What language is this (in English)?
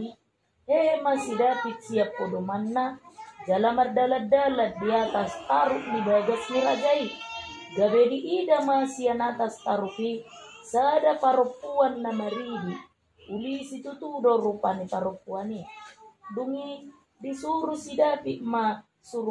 Batak Toba